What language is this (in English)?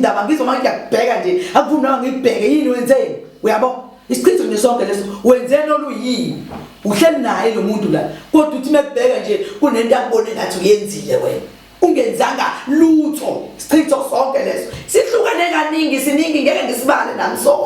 Zulu